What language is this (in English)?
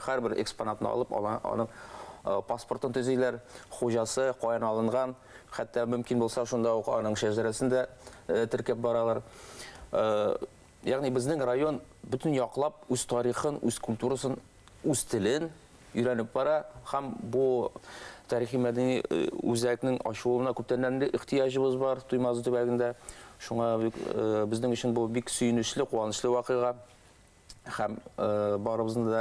Bashkir